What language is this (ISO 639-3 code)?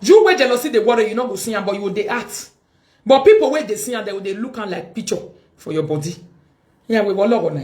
pcm